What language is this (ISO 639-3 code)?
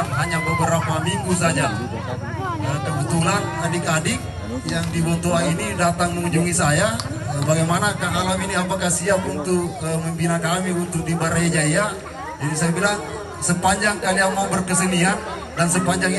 ind